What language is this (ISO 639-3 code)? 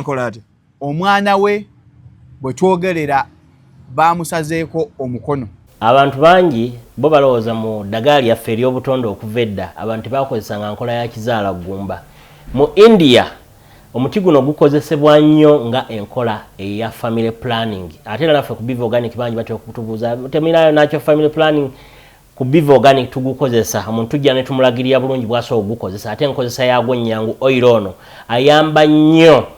lug